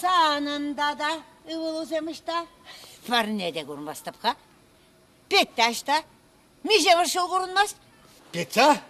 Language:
Chuvash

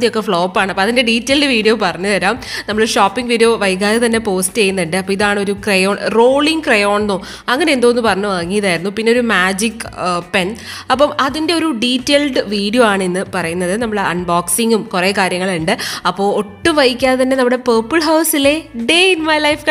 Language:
Malayalam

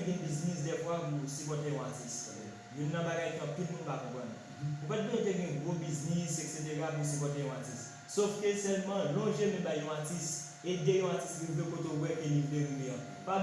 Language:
Haitian Creole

